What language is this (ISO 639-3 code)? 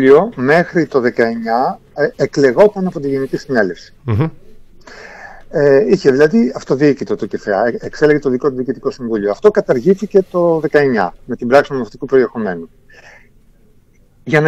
ell